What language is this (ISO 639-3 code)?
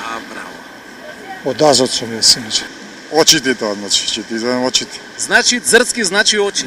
mkd